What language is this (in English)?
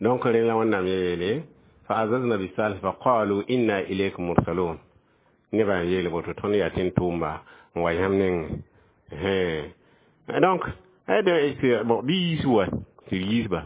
Mossi